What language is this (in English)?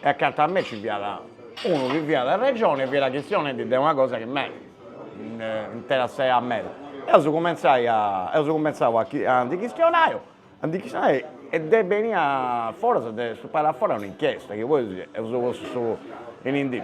Sardinian